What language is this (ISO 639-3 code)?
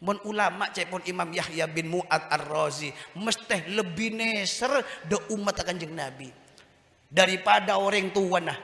mad